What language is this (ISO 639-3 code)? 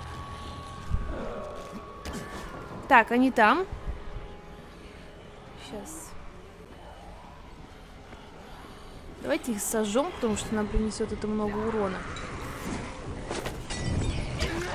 rus